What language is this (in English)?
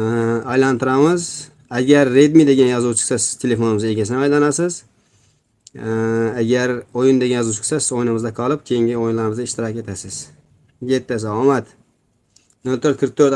Uzbek